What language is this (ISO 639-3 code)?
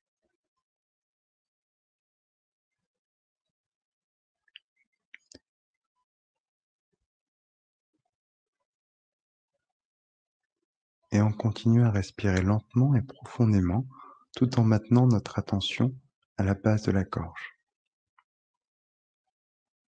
fra